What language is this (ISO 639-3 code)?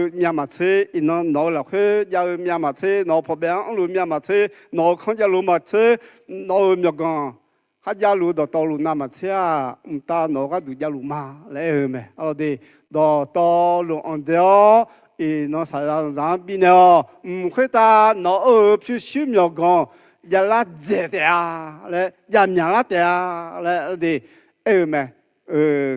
ahk